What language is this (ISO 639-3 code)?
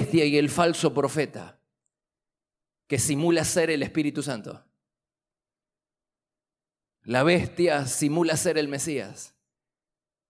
spa